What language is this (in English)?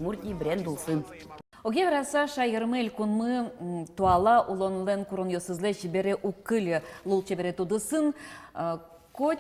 Udmurt